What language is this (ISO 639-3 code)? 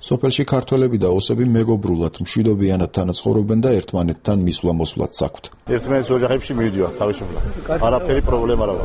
kat